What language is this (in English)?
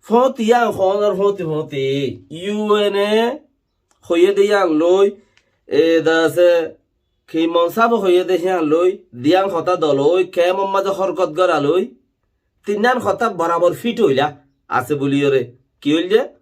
Rohingya